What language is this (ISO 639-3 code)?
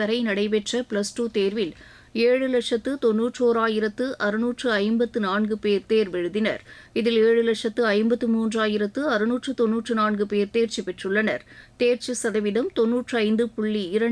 tam